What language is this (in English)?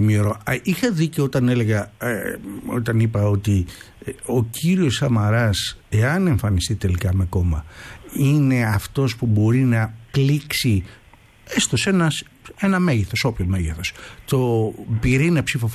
Greek